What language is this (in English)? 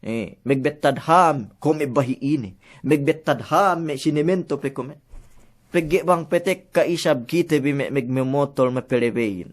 Yakan